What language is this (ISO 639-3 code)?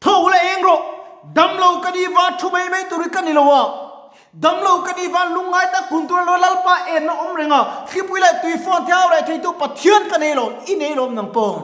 lus